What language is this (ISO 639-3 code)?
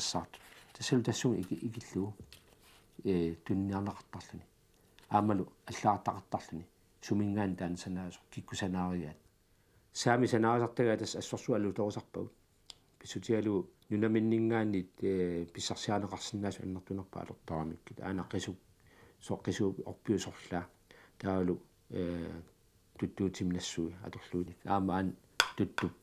kal